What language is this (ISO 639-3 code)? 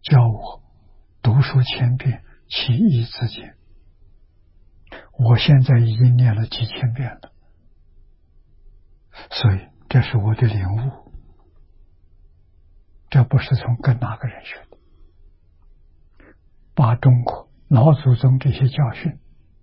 zho